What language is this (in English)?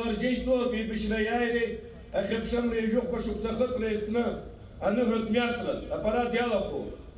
Abkhazian